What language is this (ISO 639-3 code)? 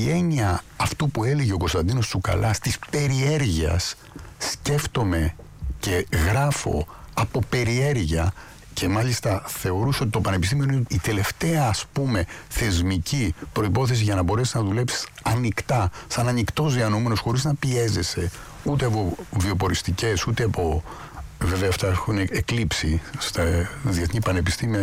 ell